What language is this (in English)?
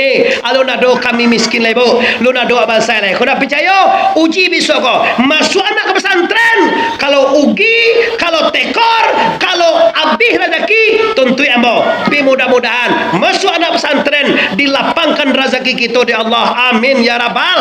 Minangkabau